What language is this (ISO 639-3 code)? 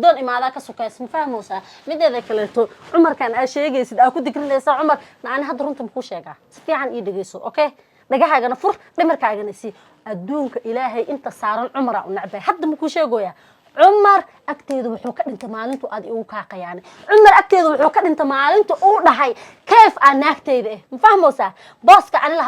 som